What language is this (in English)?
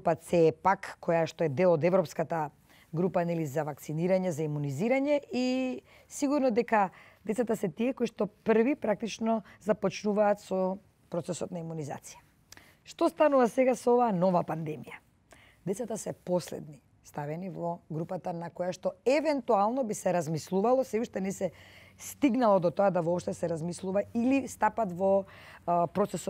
Macedonian